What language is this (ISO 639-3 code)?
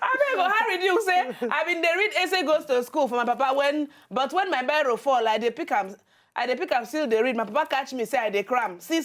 pcm